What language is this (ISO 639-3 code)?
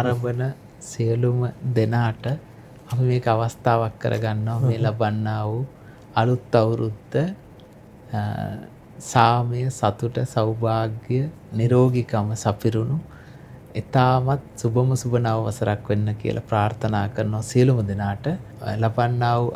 sin